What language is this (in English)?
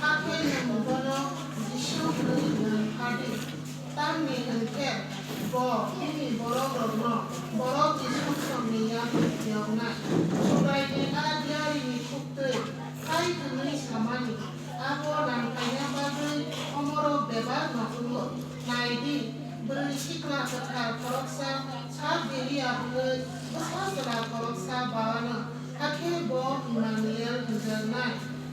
Kok Borok